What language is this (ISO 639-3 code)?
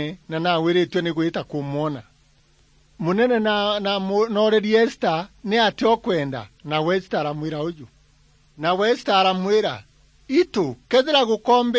mer